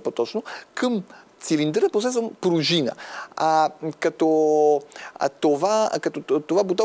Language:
Bulgarian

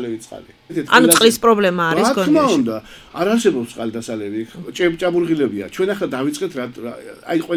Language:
Georgian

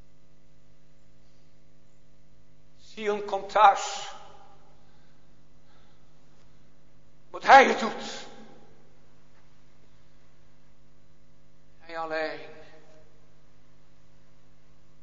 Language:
Dutch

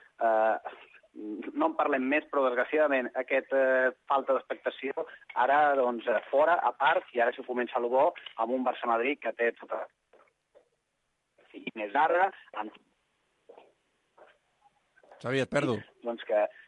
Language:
Catalan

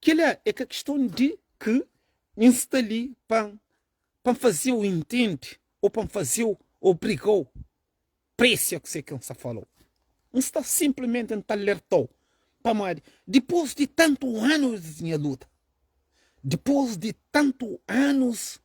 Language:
Kabuverdianu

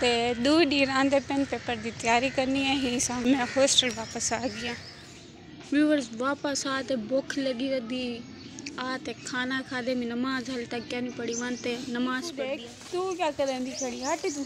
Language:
Saraiki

